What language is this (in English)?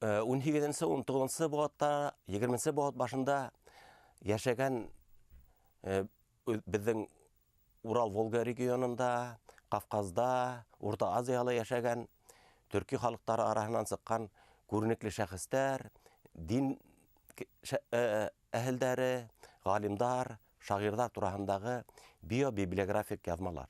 Bashkir